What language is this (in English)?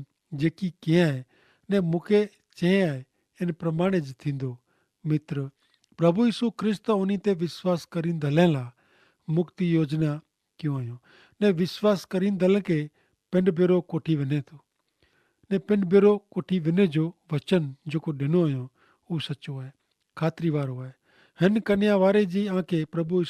Kachhi